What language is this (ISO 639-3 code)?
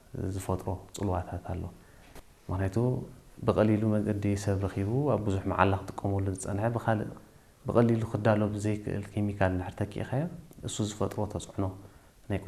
tir